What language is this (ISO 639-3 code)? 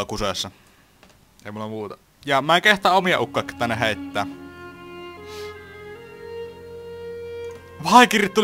fin